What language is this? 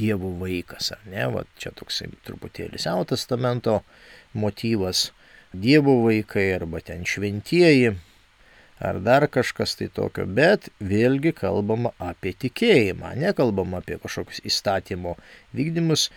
Lithuanian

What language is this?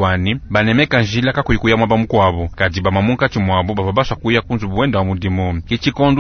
Luba-Lulua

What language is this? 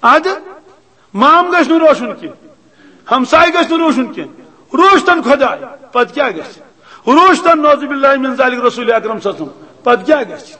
Kashmiri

